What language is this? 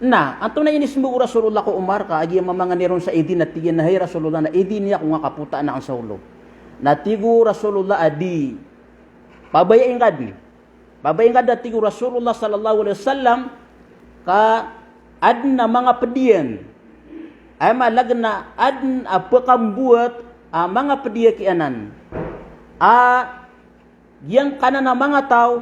Maranao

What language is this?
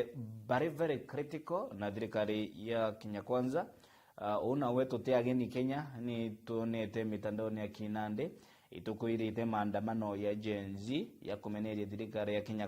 Meru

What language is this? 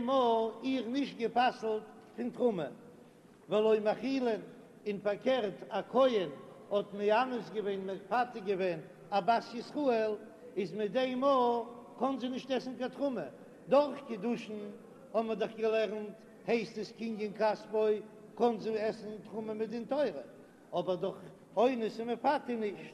Yiddish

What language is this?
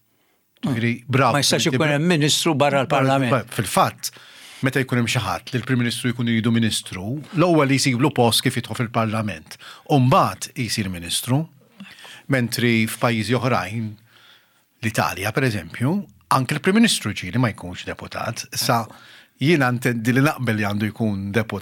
Maltese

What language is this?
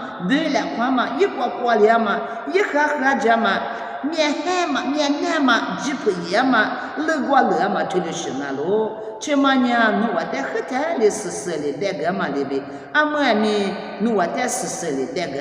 Lisu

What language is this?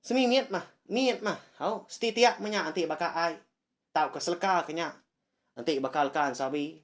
Iban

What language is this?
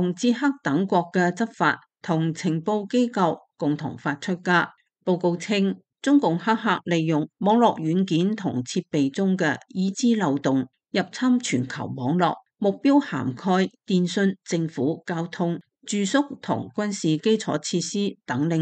Cantonese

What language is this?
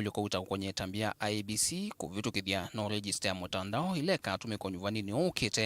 Kamba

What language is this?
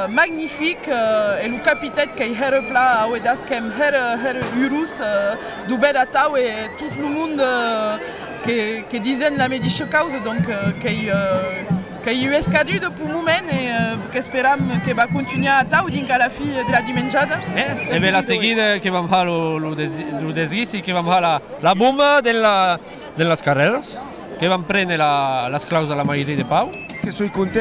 Occitan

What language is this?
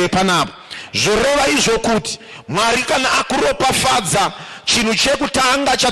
Shona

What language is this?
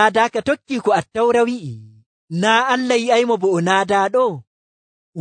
Nigerian Fulfulde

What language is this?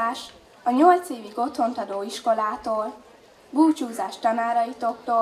Hungarian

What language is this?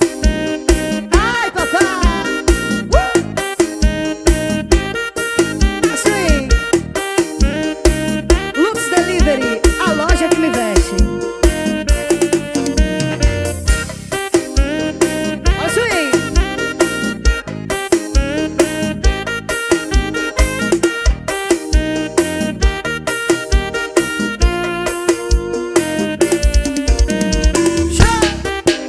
Portuguese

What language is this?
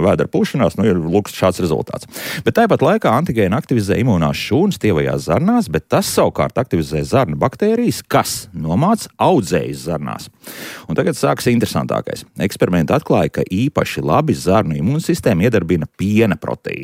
Latvian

